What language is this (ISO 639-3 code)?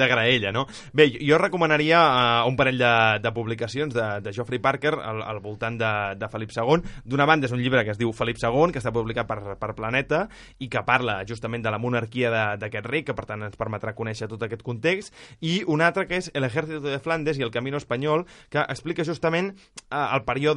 cat